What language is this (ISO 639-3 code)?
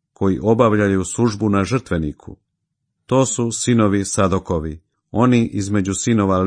hrv